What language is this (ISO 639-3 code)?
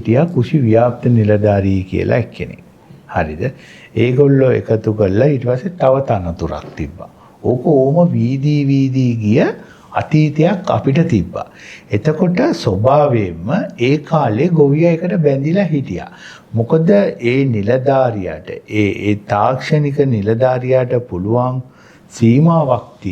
sin